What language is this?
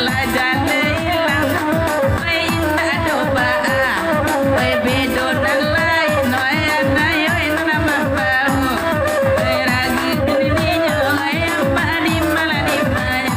Minangkabau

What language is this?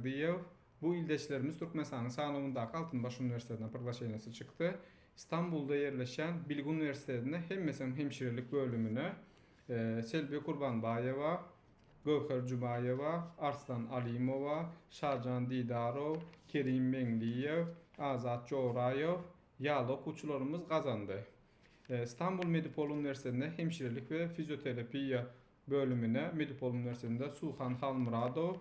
Turkmen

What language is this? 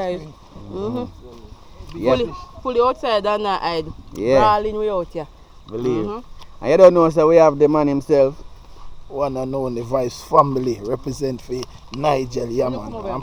Jamaican Creole English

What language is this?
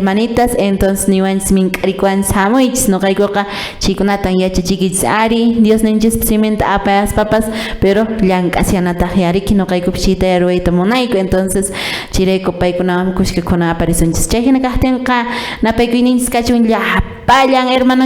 Quechua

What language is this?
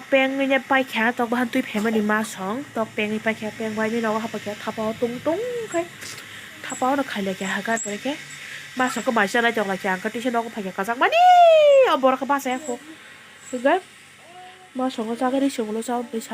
Kok Borok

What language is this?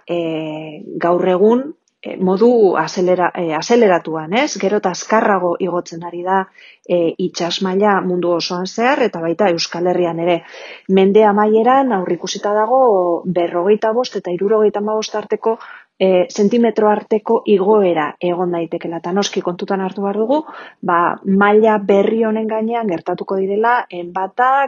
Basque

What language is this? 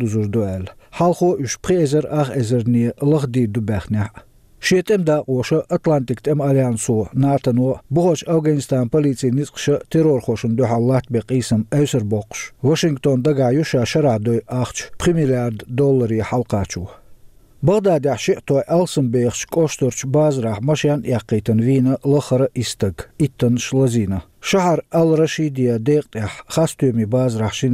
Chechen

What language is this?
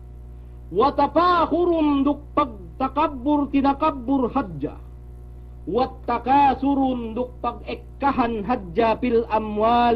Yakan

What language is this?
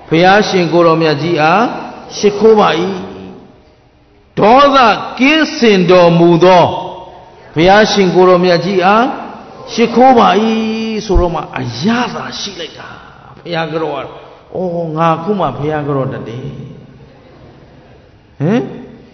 Burmese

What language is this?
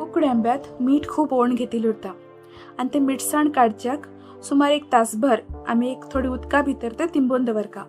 Konkani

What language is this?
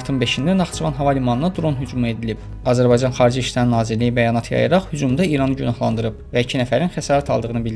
Azerbaijani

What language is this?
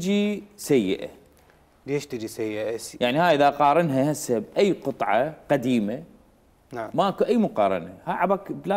Mesopotamian Arabic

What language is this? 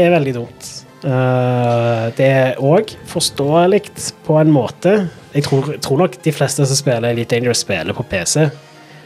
Norwegian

